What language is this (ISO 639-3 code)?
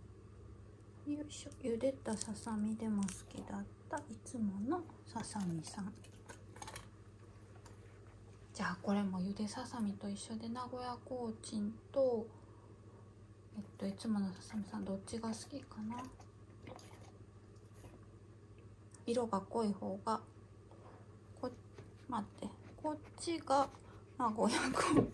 jpn